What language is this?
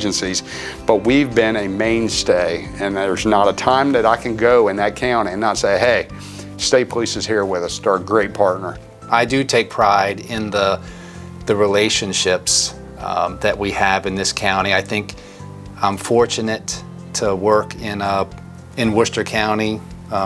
English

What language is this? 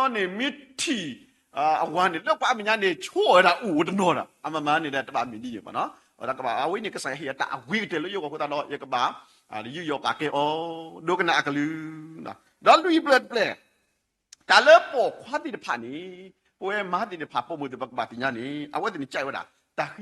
S'gaw Karen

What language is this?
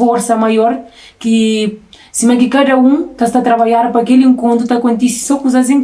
Kabuverdianu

